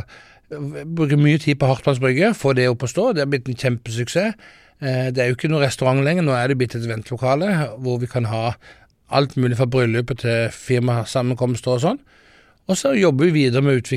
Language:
Norwegian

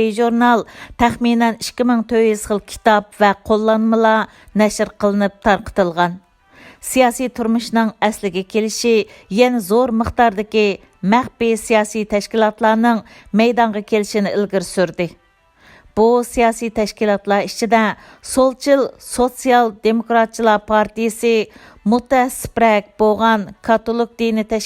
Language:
Uyghur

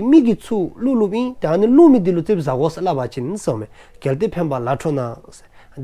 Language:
Dzongkha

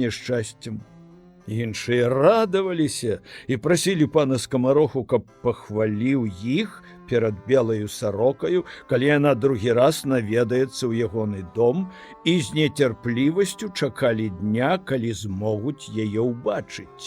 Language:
Belarusian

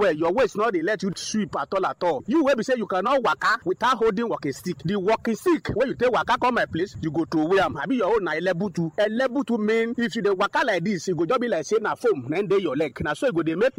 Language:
Nigerian Pidgin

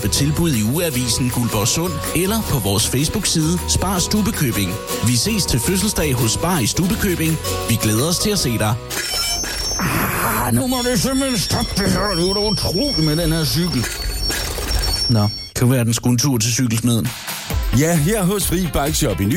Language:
Danish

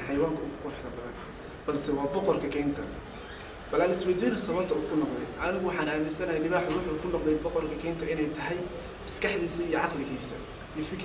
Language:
Somali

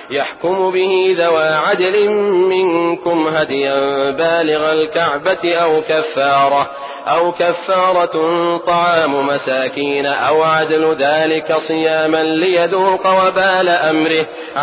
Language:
Arabic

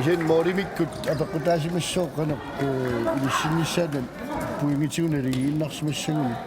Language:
Kalaallisut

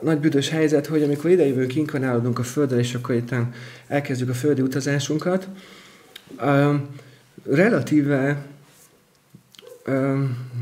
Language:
Hungarian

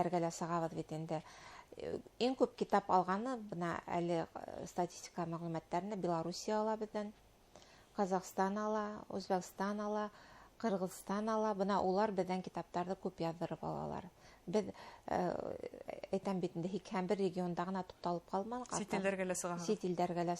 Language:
Bashkir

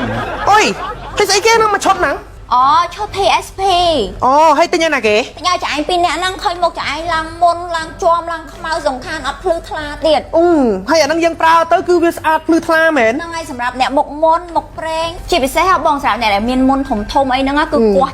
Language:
Khmer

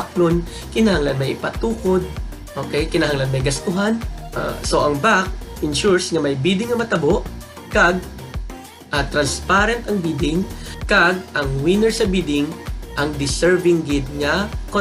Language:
Hiligaynon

